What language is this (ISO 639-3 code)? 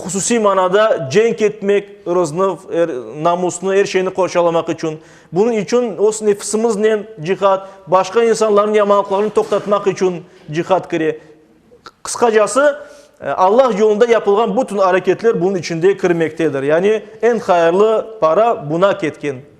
crh